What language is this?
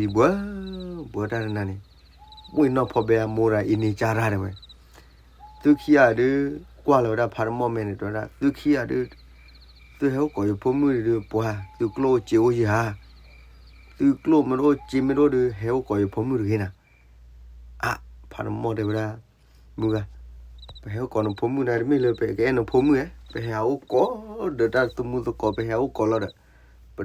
S'gaw Karen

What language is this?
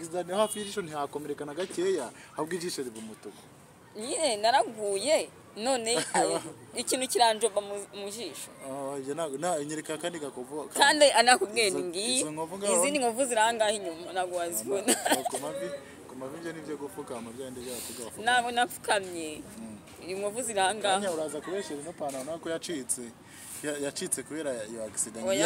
Kinyarwanda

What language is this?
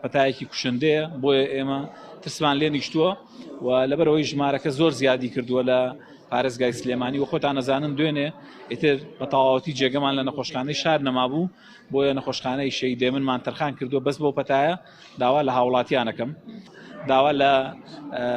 Central Kurdish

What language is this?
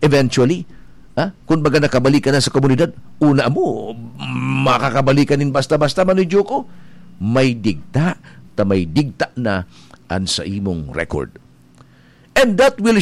Bikol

